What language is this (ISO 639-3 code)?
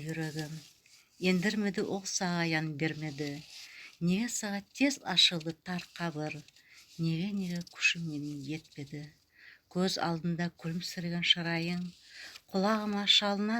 nog